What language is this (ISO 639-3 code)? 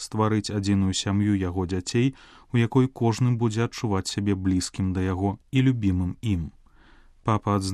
bel